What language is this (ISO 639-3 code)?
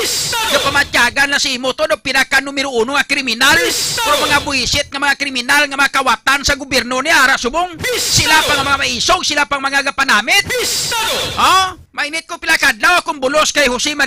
hil